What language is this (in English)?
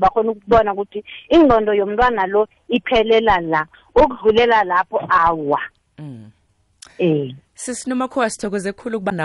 South Ndebele